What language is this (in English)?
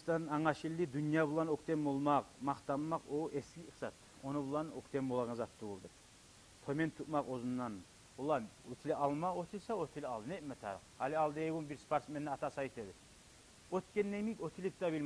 Kumyk